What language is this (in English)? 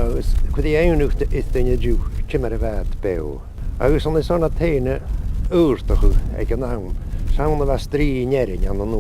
Scottish Gaelic